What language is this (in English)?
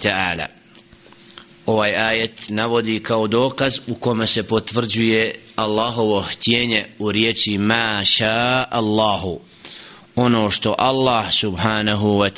Bosnian